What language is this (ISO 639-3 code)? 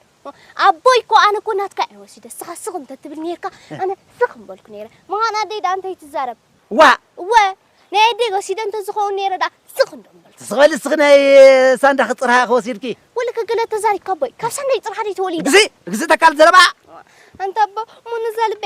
tir